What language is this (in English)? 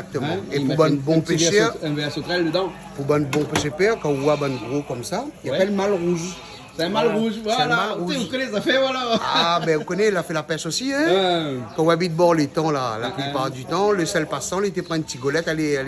Réunion Creole French